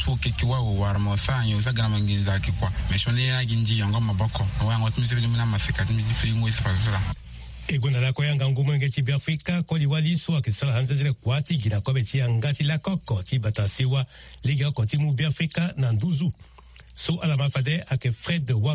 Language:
Sango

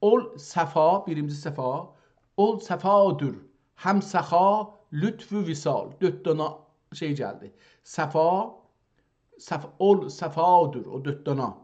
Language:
South Azerbaijani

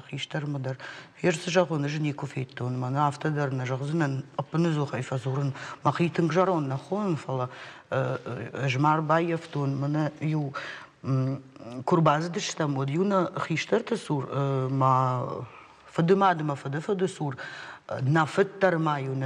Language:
Ossetic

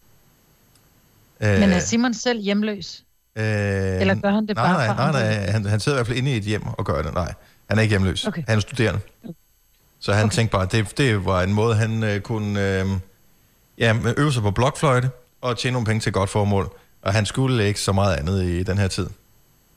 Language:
Danish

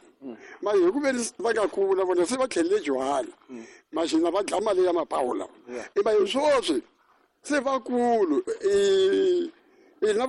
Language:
Tsonga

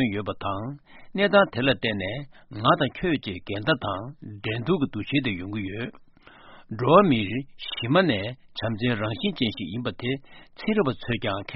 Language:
Tibetan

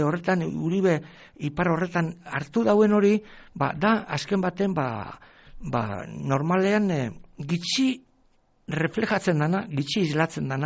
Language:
Basque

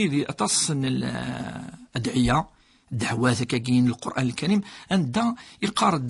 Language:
Kabyle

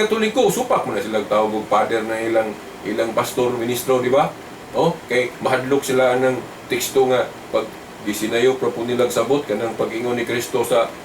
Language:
Cebuano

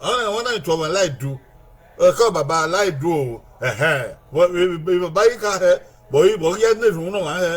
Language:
Bini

